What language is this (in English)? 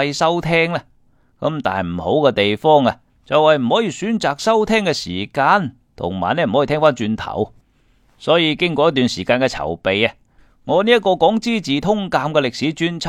Cantonese